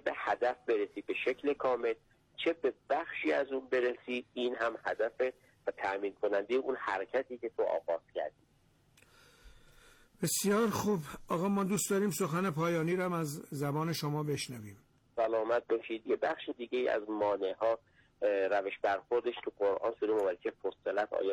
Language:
Persian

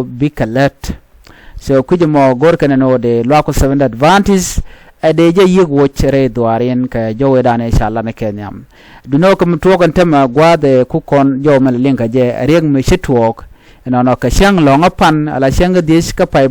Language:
Nuer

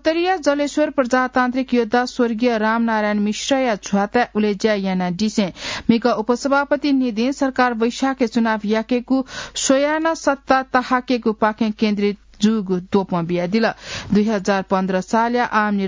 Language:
Newari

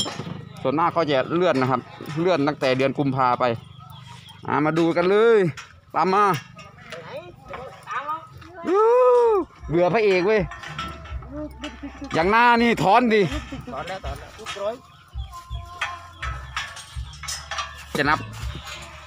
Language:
Thai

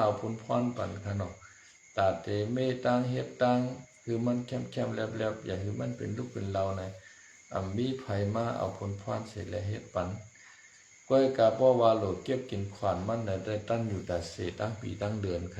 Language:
Shan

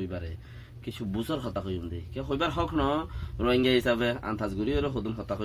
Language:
Rohingya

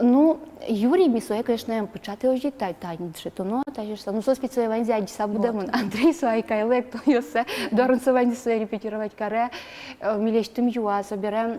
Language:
Udmurt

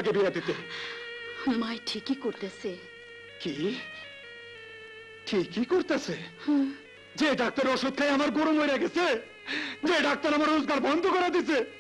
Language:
Bangla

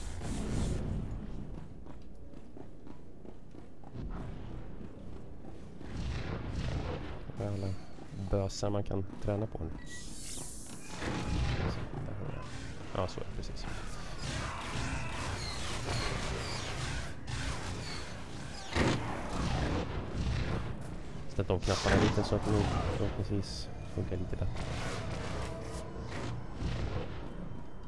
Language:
Swedish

